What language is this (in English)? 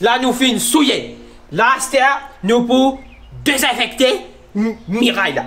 Morisyen